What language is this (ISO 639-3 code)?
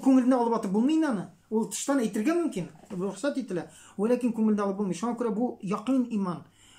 tat